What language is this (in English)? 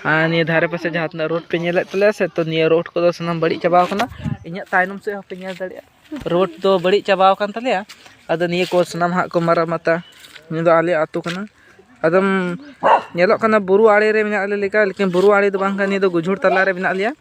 Santali